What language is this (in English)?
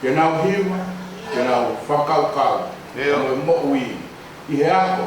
Tongan